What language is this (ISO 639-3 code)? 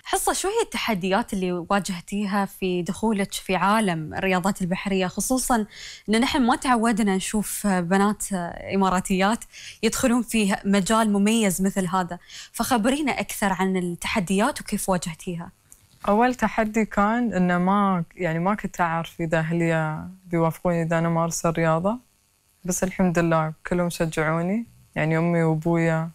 afb